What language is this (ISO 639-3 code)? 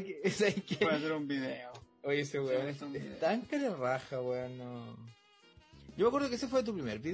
spa